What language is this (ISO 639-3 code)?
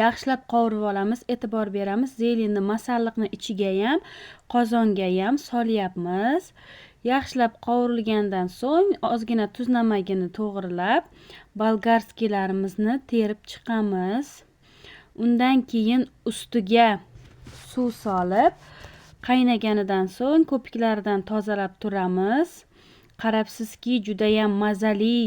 uzb